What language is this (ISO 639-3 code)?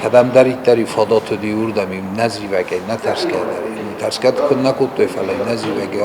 oss